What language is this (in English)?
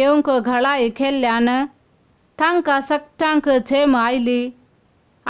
Konkani